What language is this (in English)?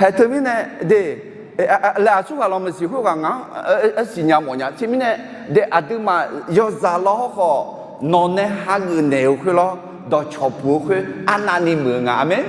Akha